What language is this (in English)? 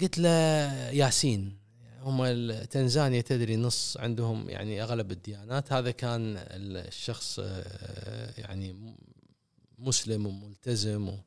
Gulf Arabic